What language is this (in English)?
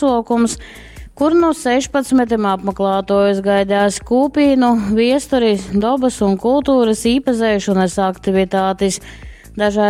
Latgalian